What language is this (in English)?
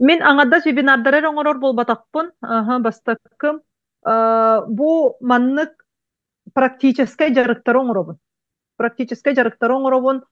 Yakut